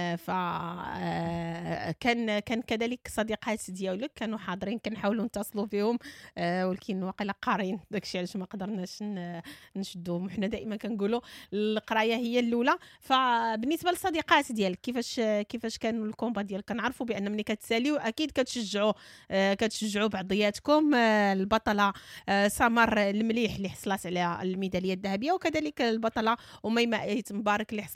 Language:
Moroccan Arabic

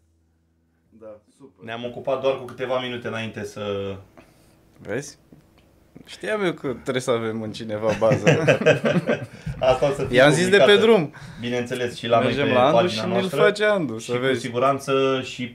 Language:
Romanian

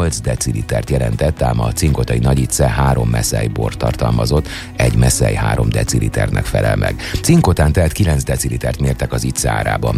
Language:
Hungarian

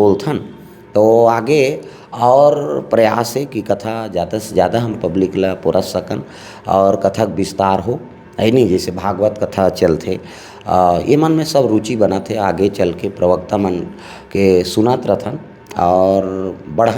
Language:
Chhattisgarhi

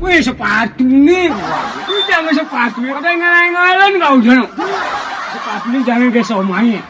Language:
Balinese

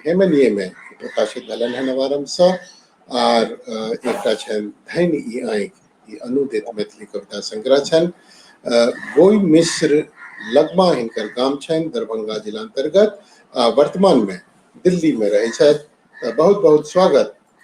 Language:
Maithili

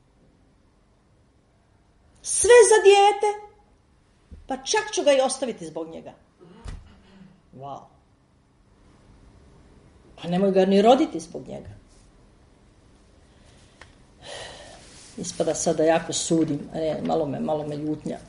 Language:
Croatian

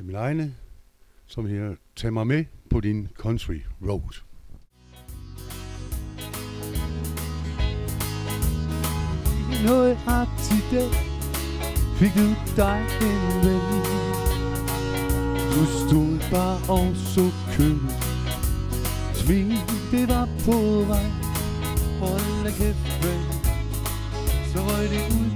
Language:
Danish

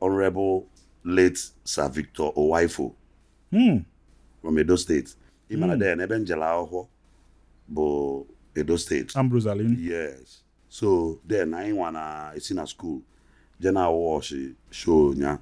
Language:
Igbo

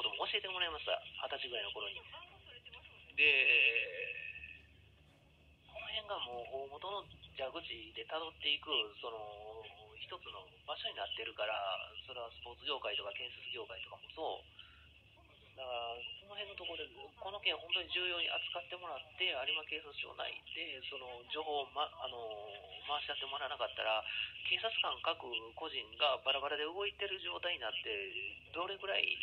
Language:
Japanese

